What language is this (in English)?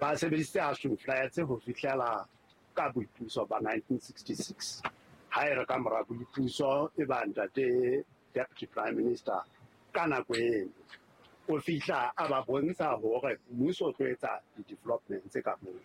Southern Sotho